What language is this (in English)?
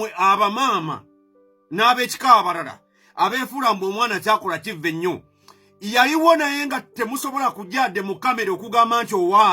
Ganda